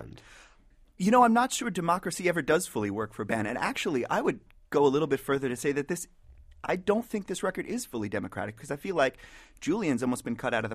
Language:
English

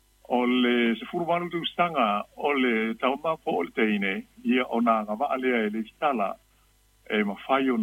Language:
Samoan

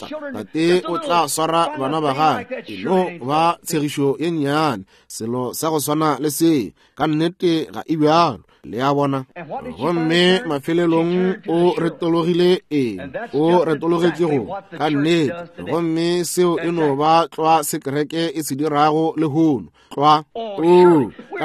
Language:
Northern Sotho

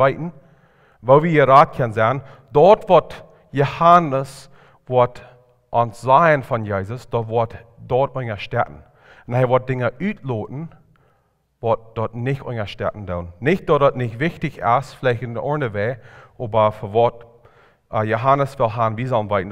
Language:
Plautdietsch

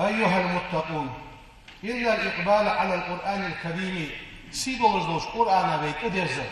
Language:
Ingush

